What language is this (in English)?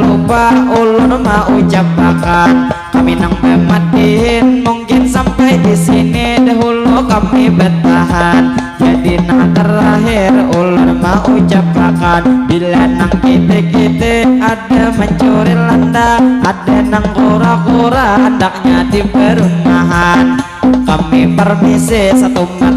Banjar